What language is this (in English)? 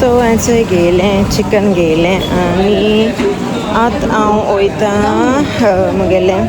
Konkani